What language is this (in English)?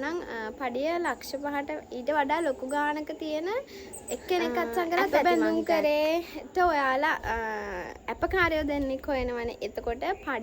Sinhala